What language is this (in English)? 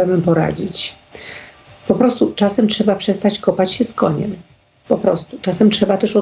Polish